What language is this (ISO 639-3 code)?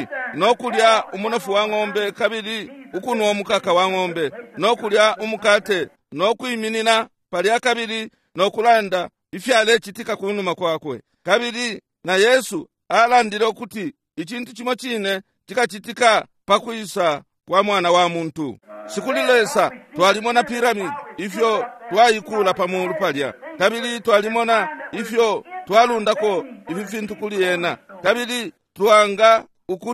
bem